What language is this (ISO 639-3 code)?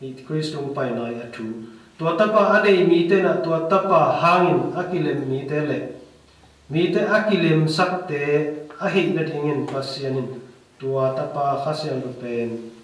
ctd